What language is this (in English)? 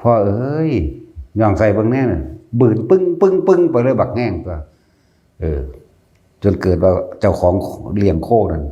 Northeastern Thai